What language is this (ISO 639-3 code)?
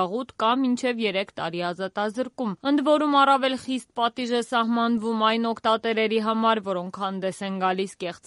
hye